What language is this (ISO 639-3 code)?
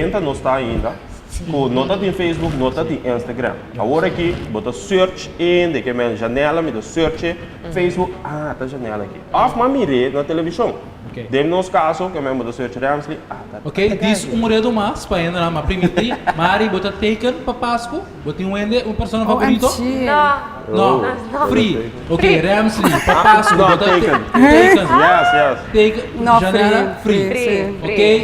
pap